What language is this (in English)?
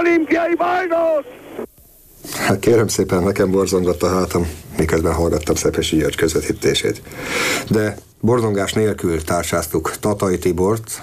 Hungarian